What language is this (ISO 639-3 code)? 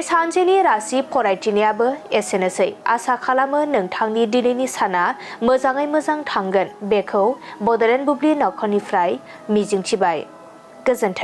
brx